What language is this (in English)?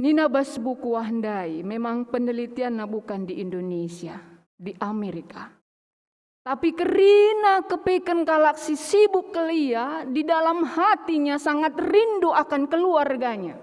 Batak Karo